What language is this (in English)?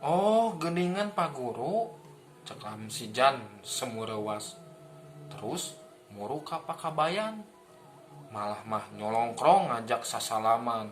Sundanese